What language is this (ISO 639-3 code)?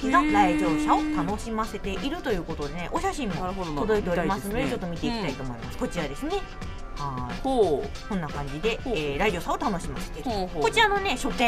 jpn